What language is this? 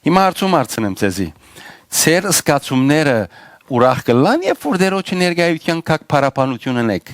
Western Armenian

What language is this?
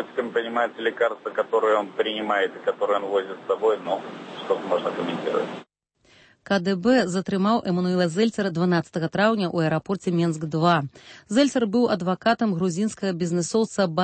Belarusian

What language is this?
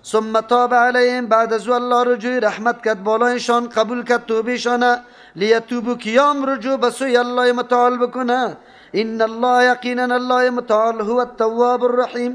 Persian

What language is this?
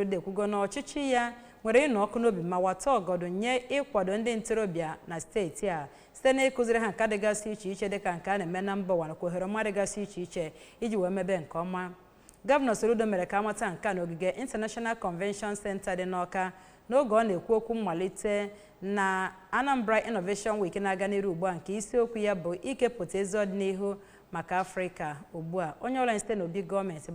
Igbo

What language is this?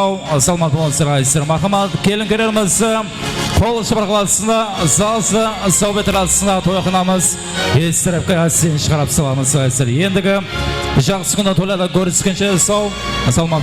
Kara-Kalpak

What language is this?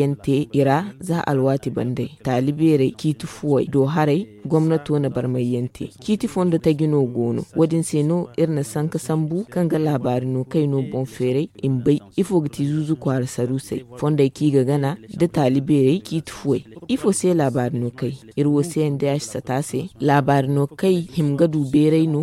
Zarma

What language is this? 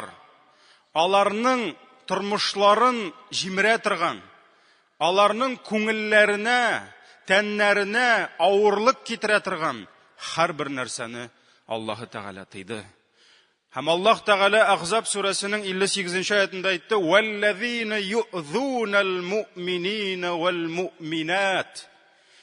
Tatar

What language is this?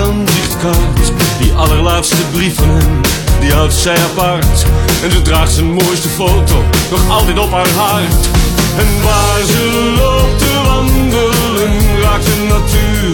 Dutch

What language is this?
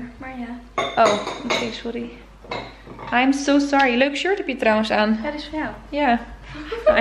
Dutch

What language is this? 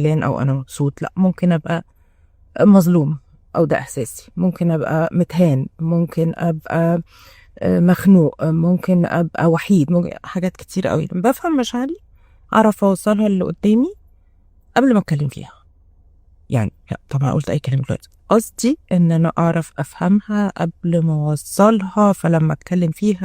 Egyptian Arabic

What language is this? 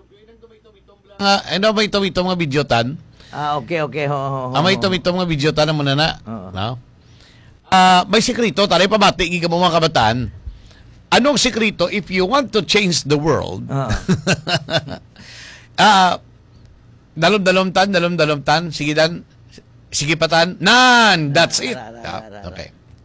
Hiligaynon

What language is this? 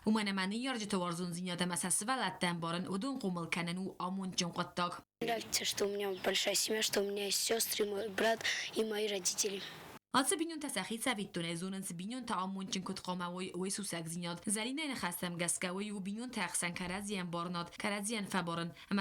Ossetic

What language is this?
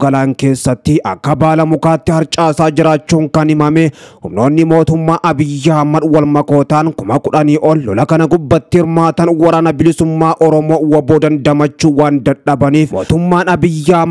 Oromo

